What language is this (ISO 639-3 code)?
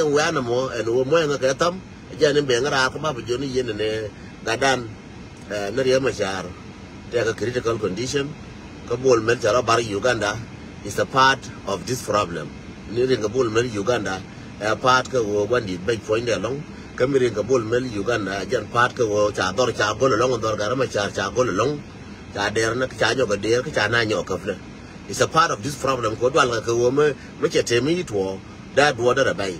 nus